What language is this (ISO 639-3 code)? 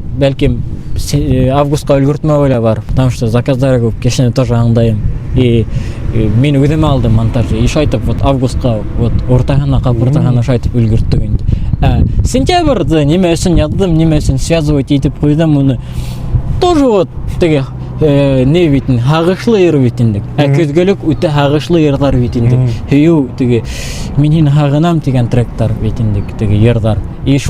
bak